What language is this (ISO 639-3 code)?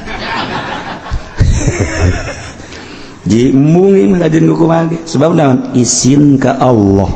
sun